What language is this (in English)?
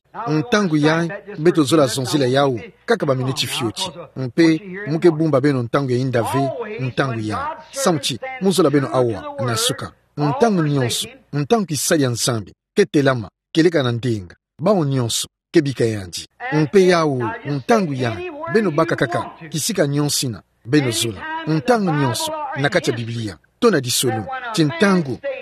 Kituba (Democratic Republic of Congo)